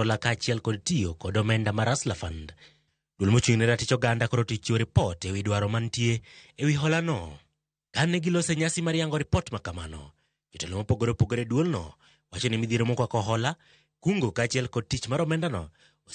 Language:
Luo (Kenya and Tanzania)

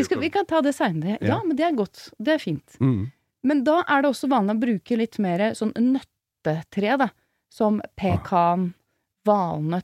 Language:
Norwegian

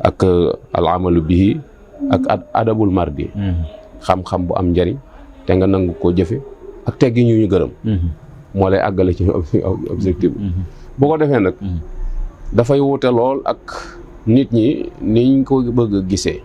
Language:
Wolof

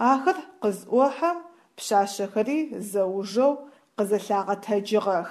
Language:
Adyghe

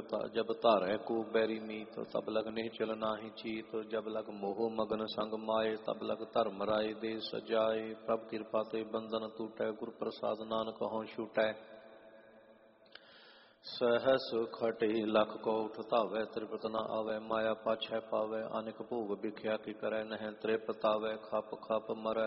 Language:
Punjabi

